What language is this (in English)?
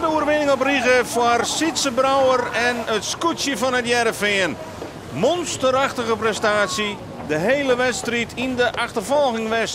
Western Frisian